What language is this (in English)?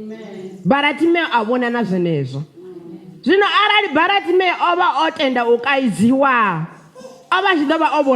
Venda